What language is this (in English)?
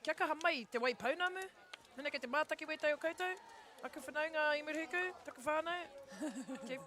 Māori